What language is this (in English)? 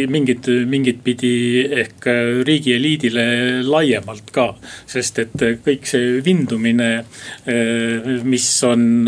Estonian